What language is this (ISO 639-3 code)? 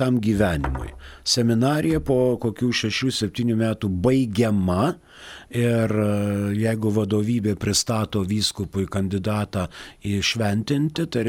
lit